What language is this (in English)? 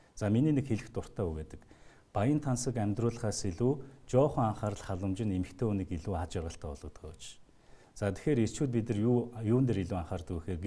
Mongolian